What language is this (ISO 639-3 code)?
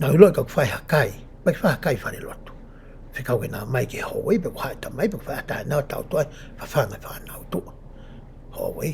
ton